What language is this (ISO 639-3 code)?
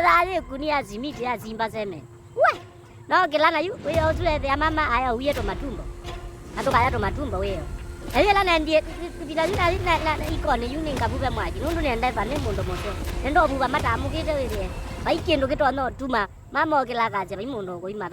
kam